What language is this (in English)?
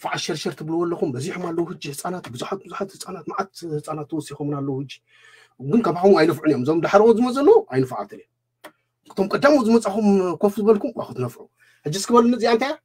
Tigrinya